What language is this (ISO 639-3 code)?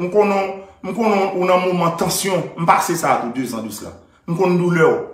hat